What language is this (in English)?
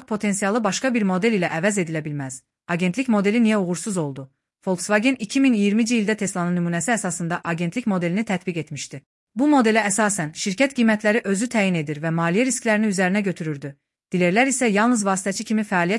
Azerbaijani